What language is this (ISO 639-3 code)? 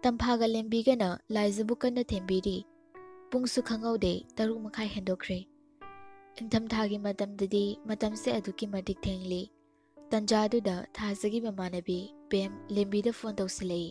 mni